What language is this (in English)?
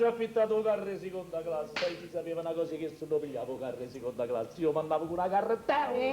Neapolitan